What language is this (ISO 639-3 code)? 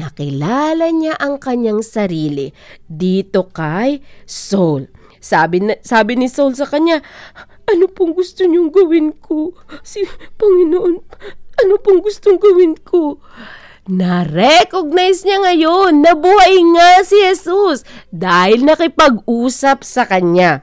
fil